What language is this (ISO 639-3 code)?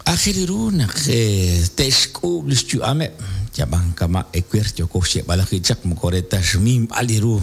kek